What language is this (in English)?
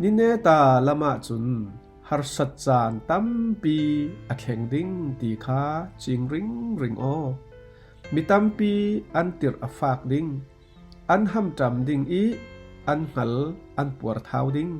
Falam Chin